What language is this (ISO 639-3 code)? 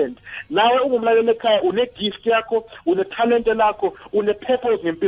nbl